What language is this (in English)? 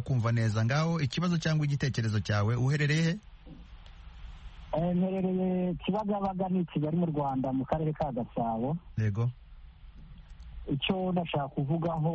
Kinyarwanda